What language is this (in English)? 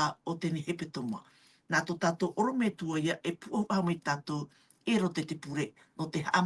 Tahitian